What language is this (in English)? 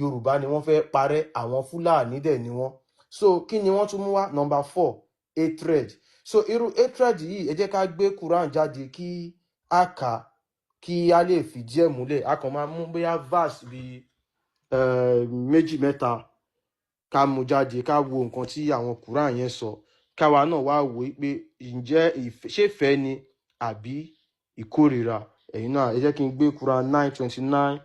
Yoruba